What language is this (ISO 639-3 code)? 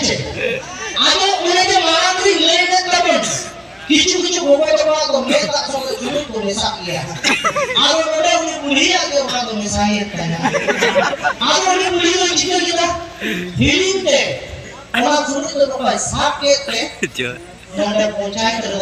sat